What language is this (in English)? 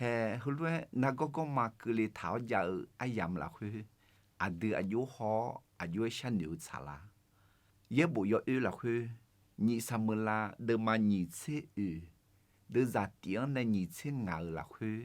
Akha